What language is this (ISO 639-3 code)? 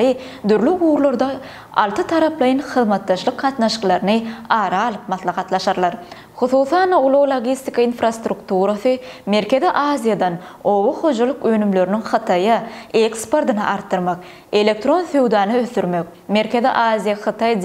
tuk